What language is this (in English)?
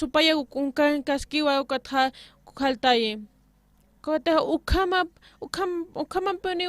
Aymara